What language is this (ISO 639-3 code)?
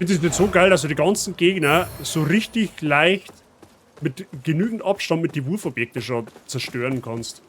bar